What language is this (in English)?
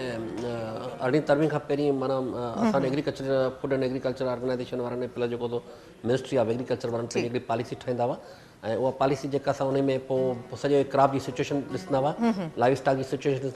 Sindhi